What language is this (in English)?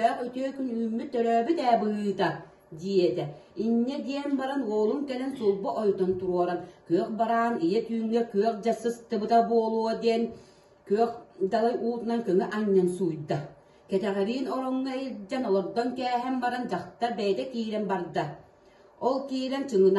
Yakut